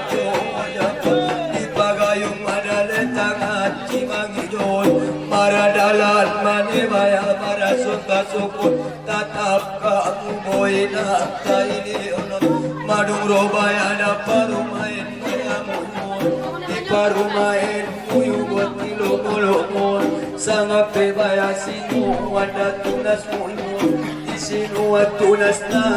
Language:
Batak Angkola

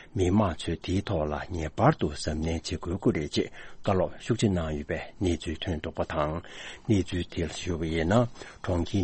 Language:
Tibetan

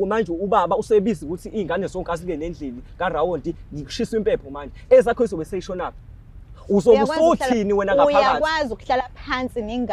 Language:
Zulu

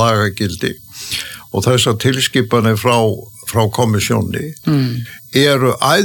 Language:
Icelandic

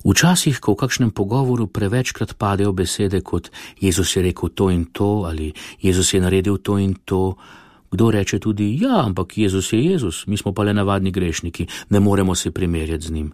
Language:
Slovenian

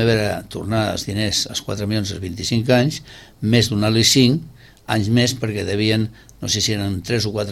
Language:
Catalan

